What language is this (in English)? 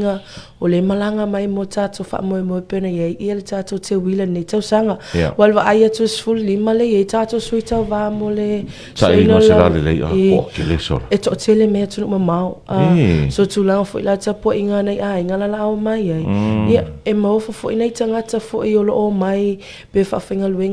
Samoan